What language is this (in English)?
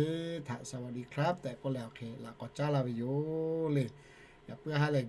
Lahu